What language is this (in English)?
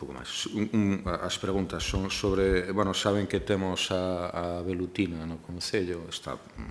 Galician